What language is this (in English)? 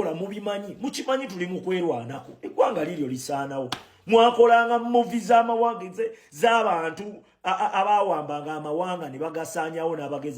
Ganda